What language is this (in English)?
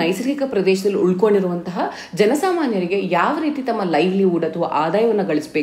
Kannada